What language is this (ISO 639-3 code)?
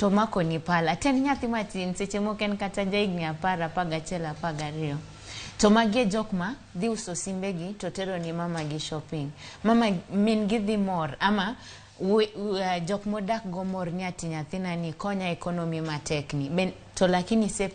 luo